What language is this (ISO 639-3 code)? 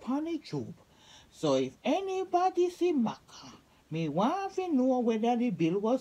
jam